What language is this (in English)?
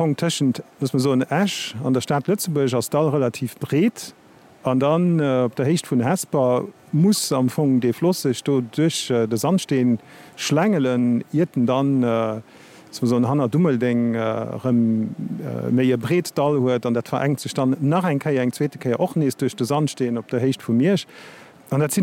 Luxembourgish